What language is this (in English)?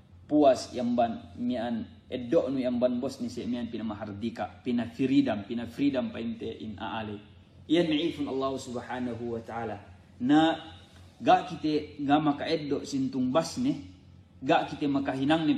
Yakan